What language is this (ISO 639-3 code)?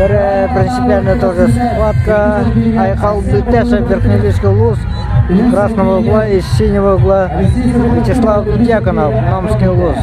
sah